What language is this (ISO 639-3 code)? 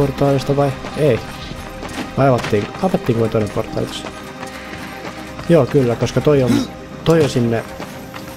fin